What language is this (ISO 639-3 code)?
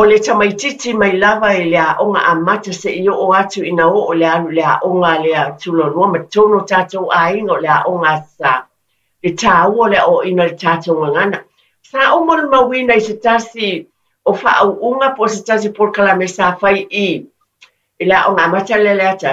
smo